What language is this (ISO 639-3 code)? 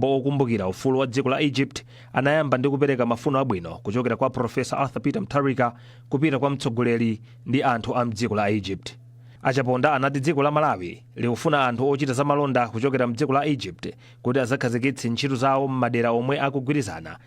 nya